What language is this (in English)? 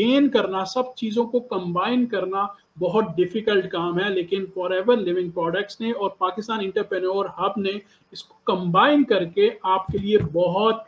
Hindi